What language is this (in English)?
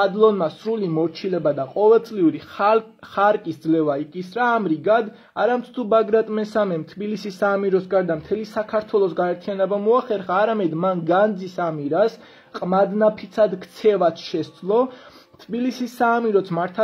Georgian